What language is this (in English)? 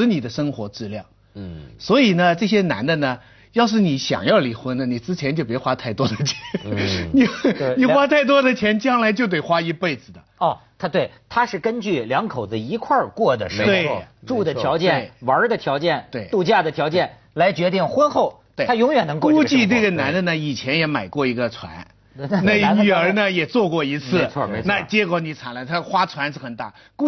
Chinese